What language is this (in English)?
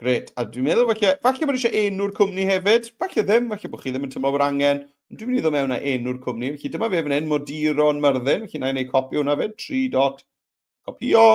Welsh